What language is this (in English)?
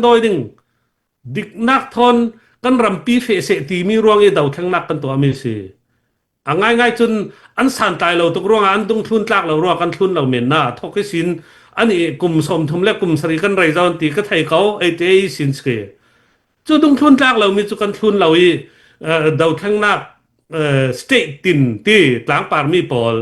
Falam Chin